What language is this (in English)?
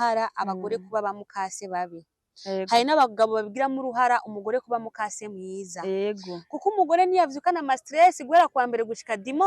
Rundi